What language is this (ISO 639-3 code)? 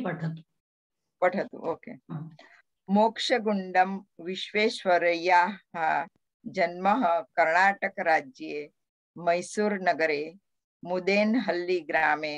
san